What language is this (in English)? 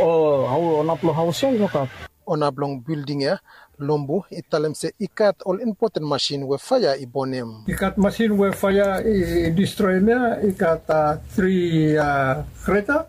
Bislama